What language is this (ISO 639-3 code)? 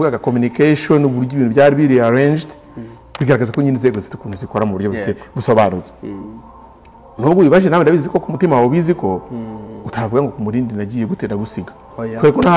kin